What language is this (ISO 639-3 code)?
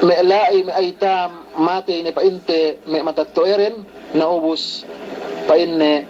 yka